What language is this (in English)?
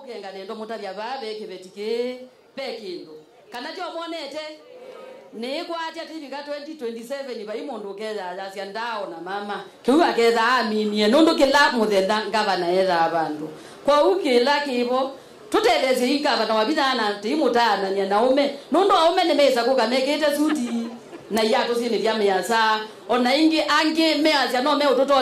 Kamba